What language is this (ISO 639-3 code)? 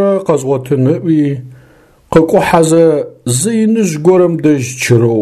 ady